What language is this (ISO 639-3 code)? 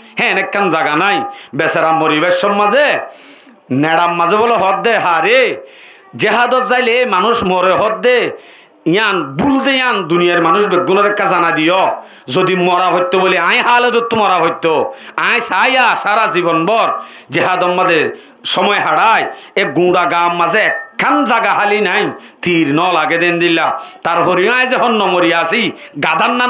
rhg